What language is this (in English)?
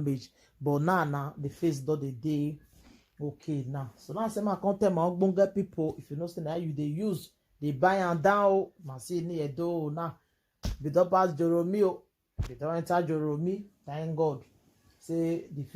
Nigerian Pidgin